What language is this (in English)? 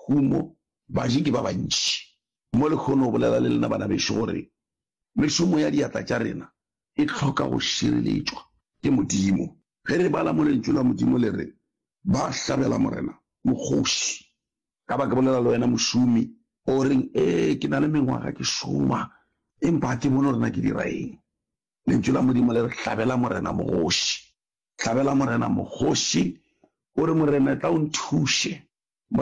Northern Sotho